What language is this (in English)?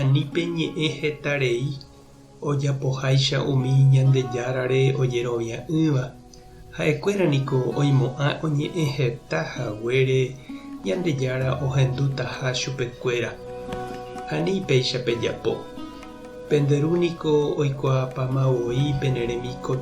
Guarani